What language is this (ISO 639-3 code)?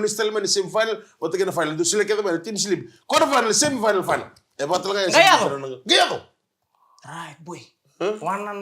fij